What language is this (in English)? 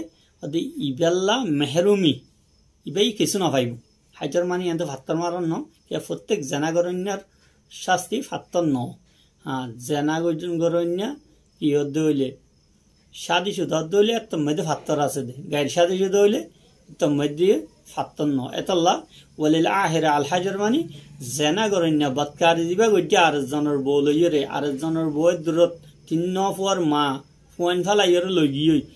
Rohingya